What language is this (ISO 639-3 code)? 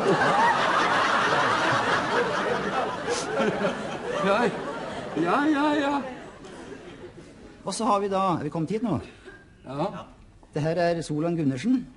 nor